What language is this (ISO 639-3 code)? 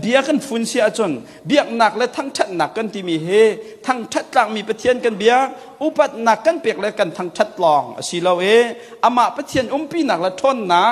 cnh